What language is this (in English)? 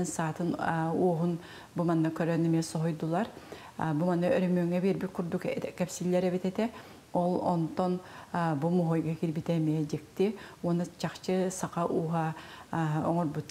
Yakut